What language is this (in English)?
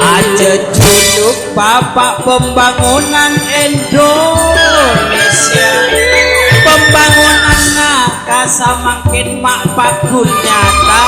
Madurese